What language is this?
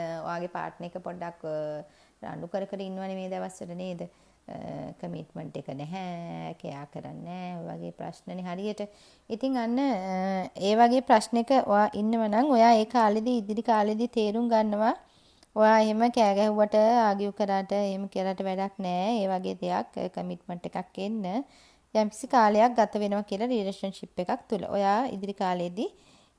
Sinhala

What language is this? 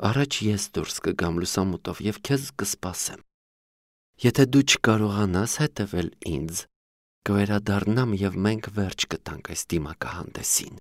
Armenian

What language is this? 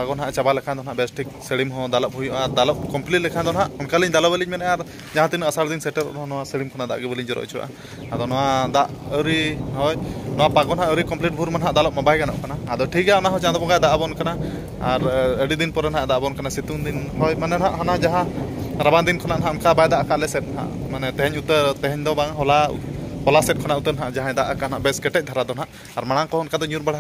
Santali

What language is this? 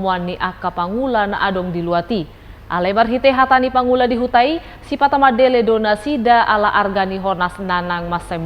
Batak Toba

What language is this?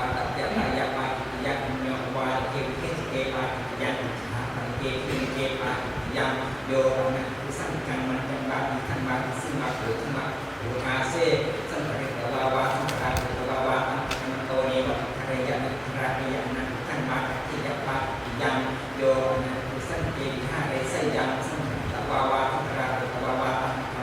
Pali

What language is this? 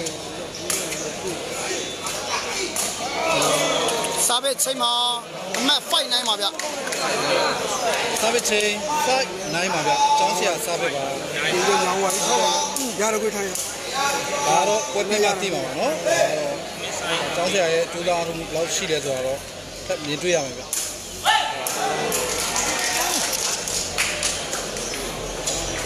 Burmese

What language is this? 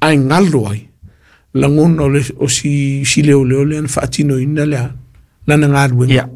Samoan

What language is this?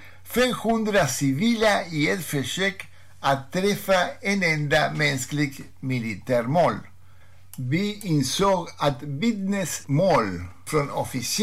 Swedish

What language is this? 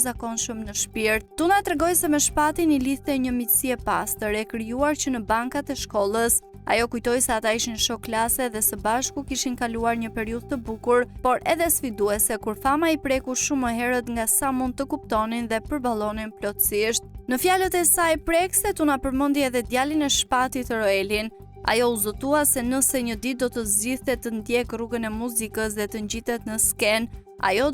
Albanian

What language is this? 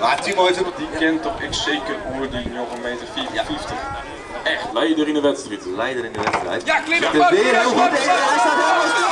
Western Frisian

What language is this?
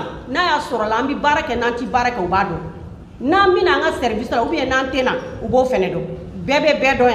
Bambara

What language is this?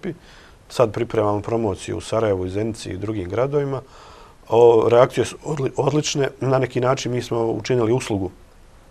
Bosnian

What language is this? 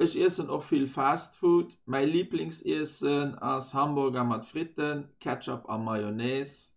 Luxembourgish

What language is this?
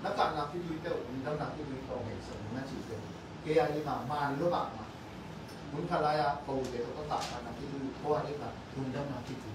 Tedim Chin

